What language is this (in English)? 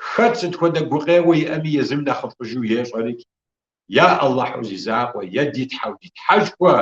Kabardian